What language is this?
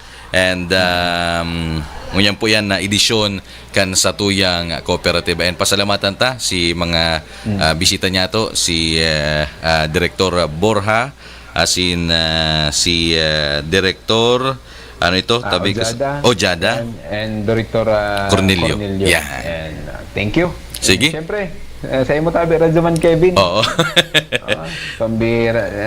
Bikol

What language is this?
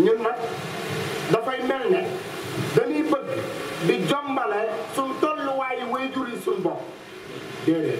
Wolof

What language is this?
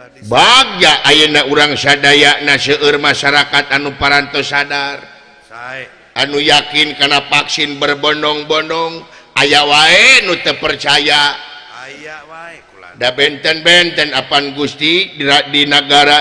Sundanese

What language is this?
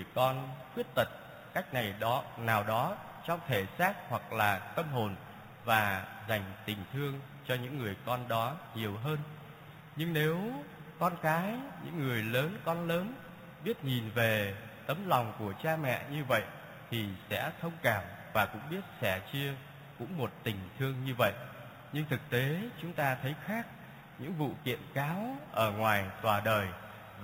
Vietnamese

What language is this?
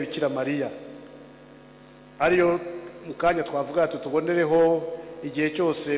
Kinyarwanda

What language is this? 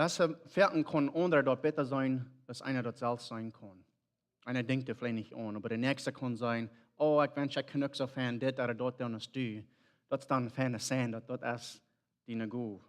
Plautdietsch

